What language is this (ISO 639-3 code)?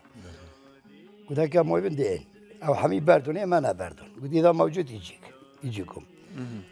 kur